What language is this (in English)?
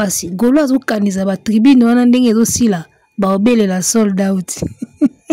Lingala